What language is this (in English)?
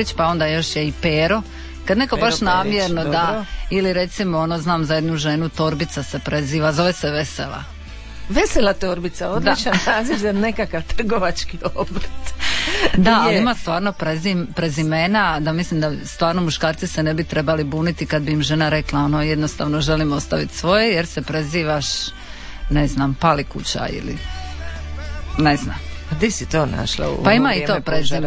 Croatian